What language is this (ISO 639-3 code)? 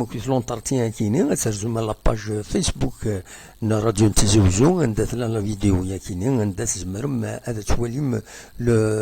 kab